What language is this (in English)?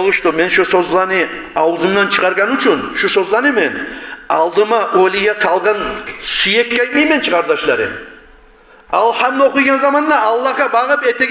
Kumyk